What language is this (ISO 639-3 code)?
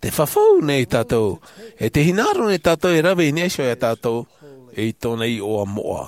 tah